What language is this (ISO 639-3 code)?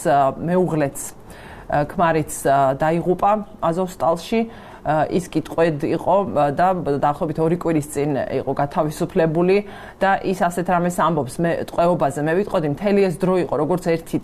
kat